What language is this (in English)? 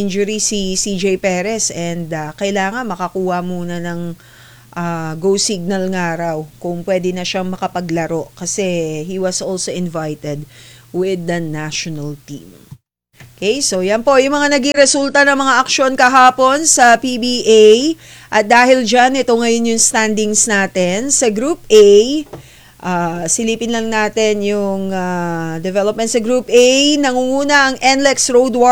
Filipino